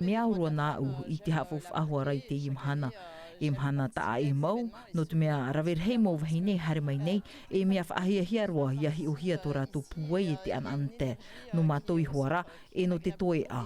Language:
Tahitian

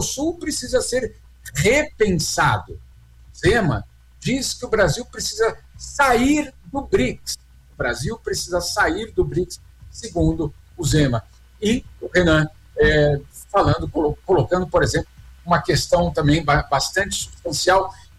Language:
Portuguese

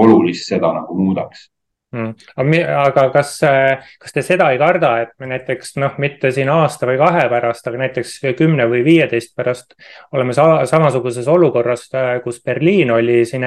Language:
Estonian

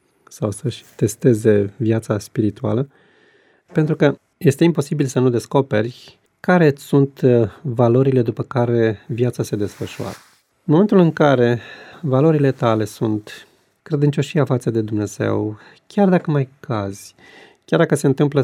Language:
Romanian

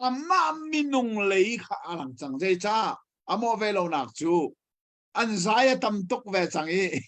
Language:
Hakha Chin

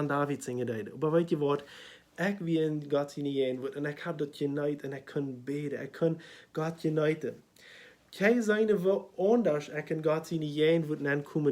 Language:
Plautdietsch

